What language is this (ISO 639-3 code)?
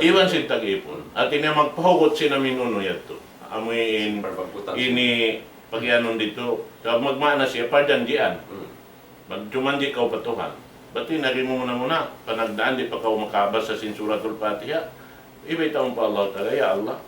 tsg